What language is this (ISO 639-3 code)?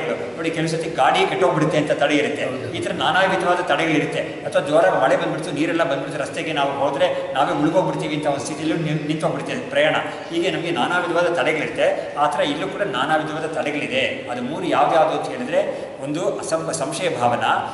kan